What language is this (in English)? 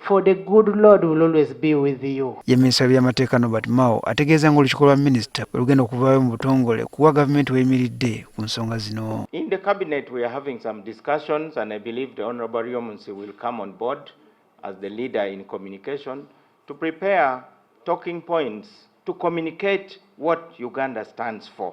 Ganda